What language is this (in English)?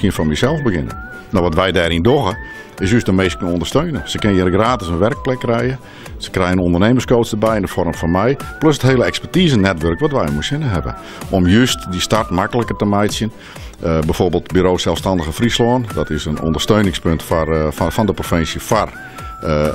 Western Frisian